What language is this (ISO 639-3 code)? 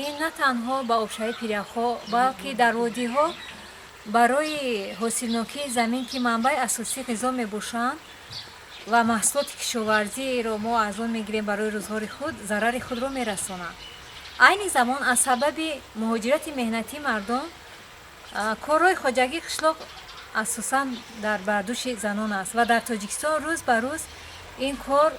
tgk